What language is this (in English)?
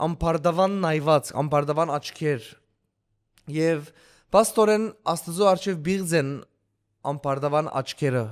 Western Armenian